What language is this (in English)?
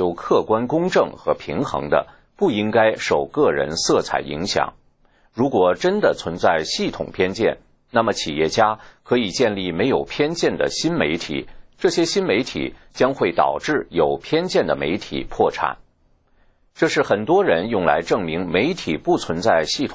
Chinese